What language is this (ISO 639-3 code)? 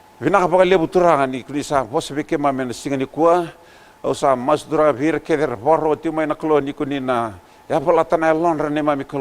fij